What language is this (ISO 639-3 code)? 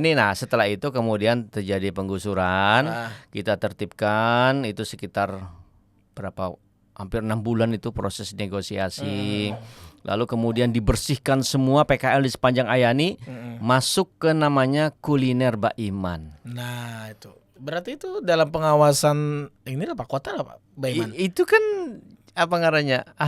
bjn